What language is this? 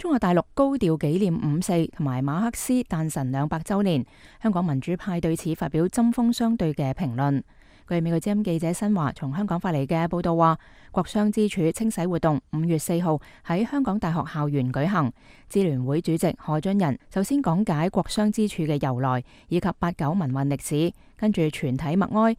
Cantonese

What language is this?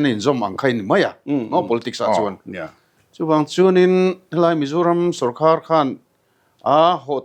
Mizo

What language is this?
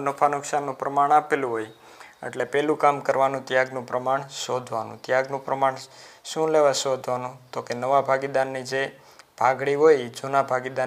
Gujarati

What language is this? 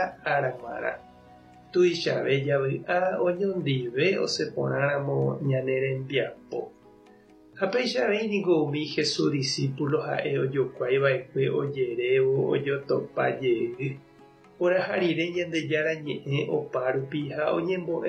Guarani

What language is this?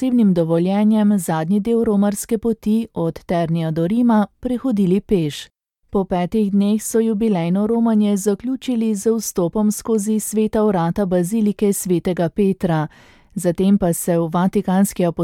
Slovenian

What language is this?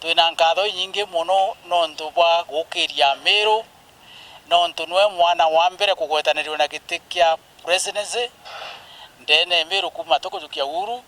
Meru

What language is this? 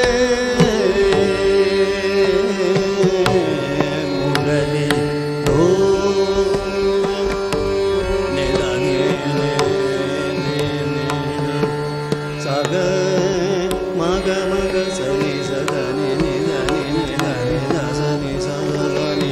Hindi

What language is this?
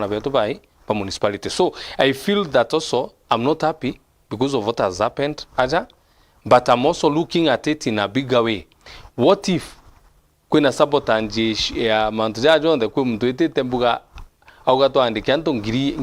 Meru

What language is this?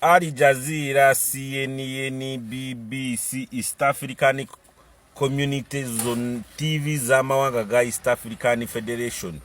Ganda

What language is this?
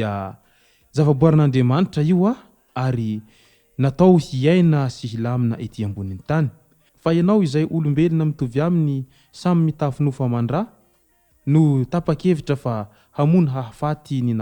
Malagasy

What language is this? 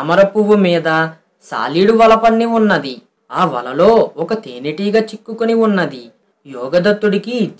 Telugu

